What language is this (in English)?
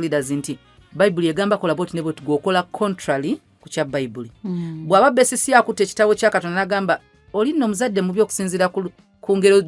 Ganda